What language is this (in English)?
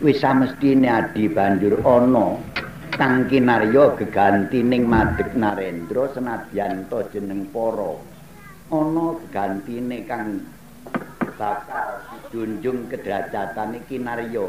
Javanese